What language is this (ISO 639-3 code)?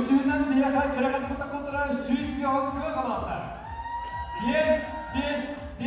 sah